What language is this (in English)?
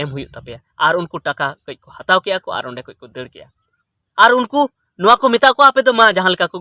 Santali